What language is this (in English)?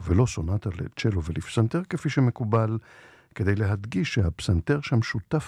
Hebrew